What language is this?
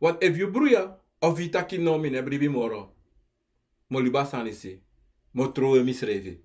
Sranan Tongo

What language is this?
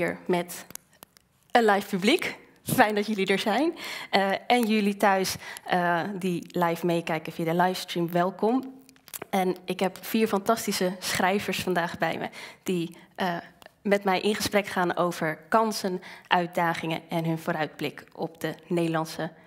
Dutch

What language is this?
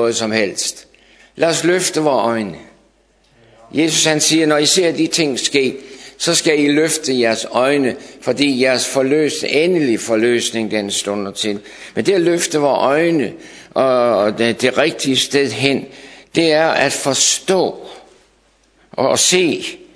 Danish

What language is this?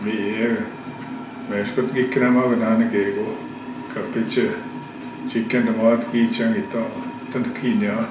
Northwestern Ojibwa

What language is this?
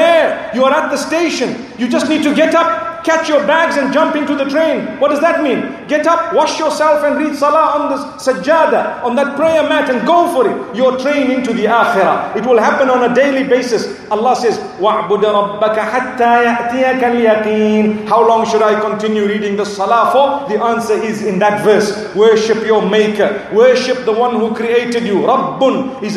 English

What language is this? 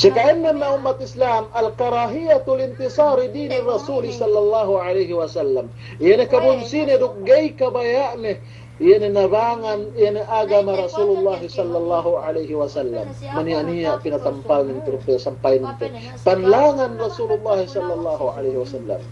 Yakan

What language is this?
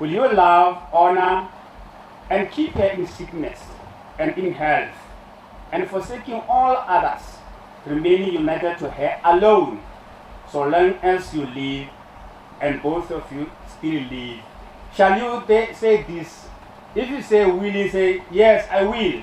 Northern Sotho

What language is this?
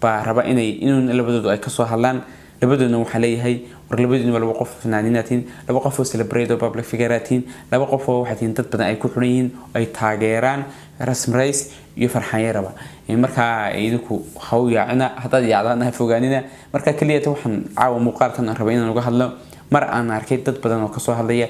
Somali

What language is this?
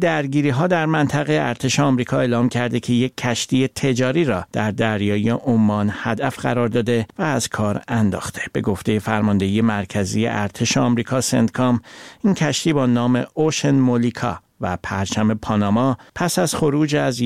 Persian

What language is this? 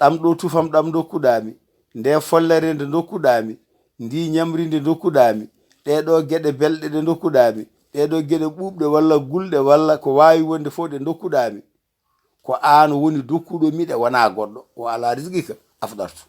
Fula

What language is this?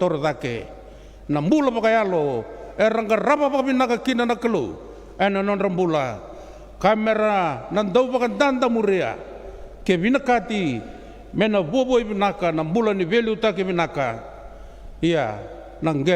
Fijian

